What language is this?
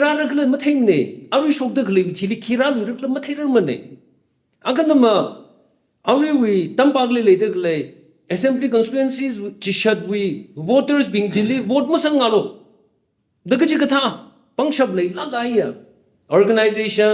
Tangkhul Naga (India)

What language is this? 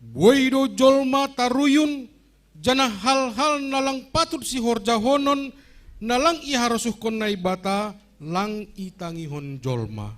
Batak Simalungun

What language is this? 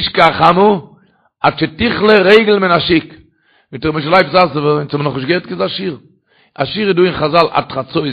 Yiddish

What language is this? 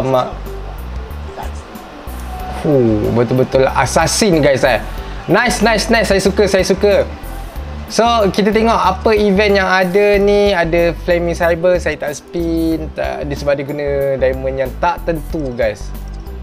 Malay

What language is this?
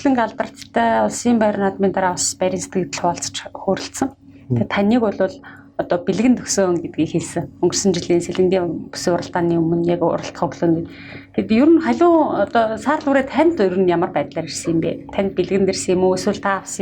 Mongolian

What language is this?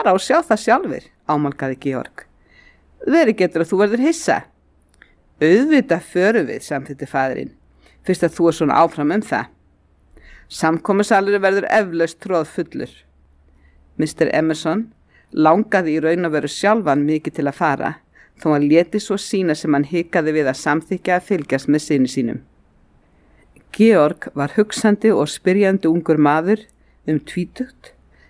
Icelandic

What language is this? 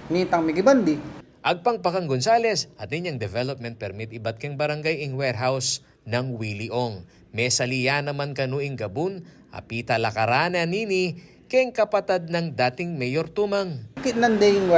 Pampanga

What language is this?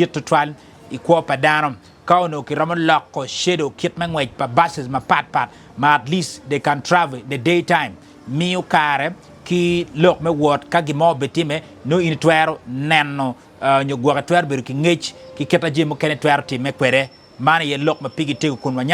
Acoli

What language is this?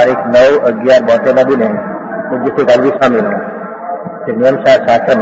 Gujarati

